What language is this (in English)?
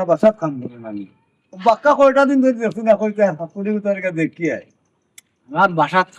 Sylheti